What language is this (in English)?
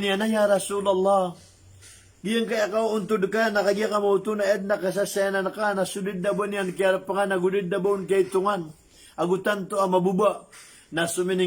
Maranao